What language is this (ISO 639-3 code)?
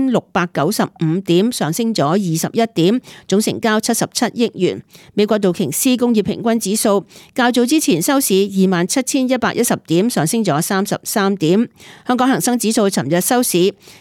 yue